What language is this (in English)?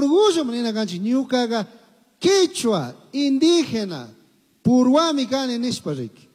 Chimborazo Highland Quichua